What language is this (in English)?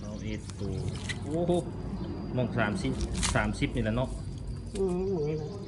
Lao